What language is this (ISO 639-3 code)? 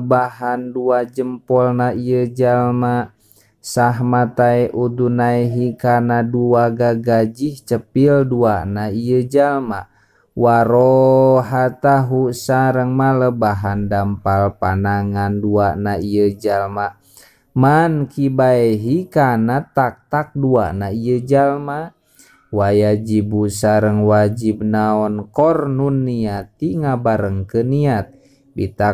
sun